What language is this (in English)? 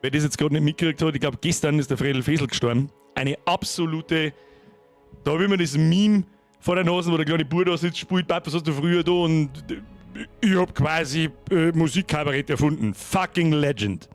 Bavarian